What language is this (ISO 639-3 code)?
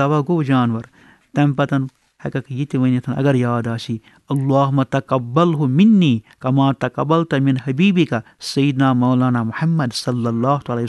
kas